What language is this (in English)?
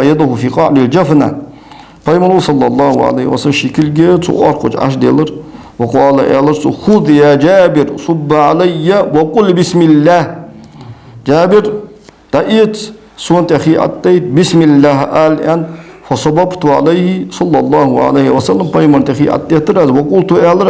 Ingush